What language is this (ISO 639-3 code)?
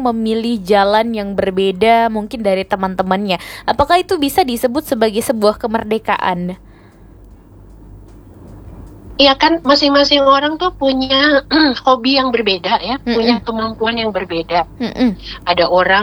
ind